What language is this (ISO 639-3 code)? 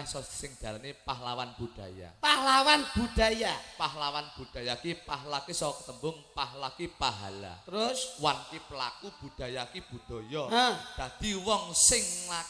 jav